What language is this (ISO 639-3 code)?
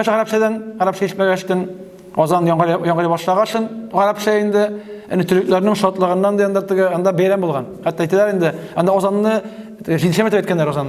tat